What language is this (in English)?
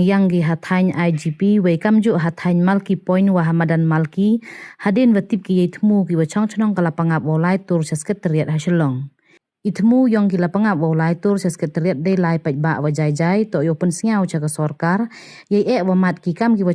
Pnar